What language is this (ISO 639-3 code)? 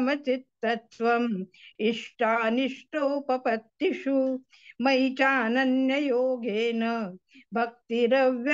san